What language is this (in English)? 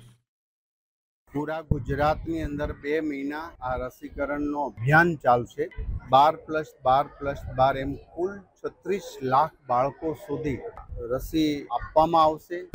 Gujarati